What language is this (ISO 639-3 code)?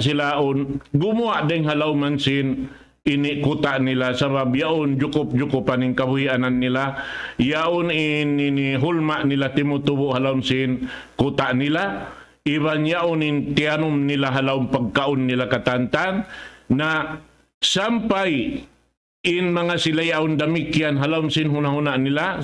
tsg